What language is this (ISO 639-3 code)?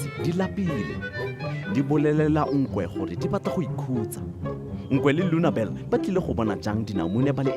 tsn